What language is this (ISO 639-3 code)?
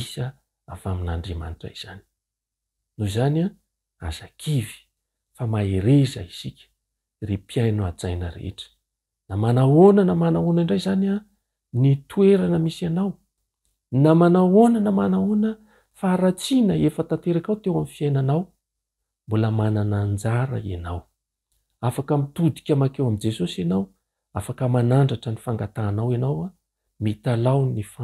mlg